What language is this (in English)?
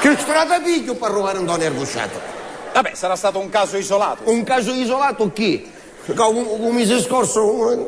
Sicilian